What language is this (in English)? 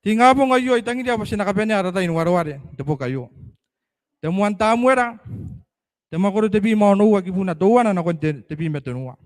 Gilbertese